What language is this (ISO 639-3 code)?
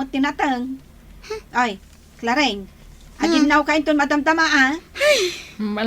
ilo